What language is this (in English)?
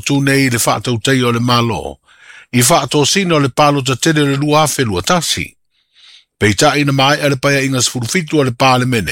Samoan